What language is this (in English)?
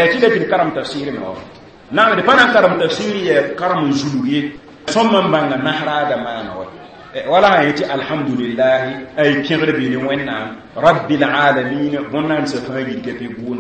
Mossi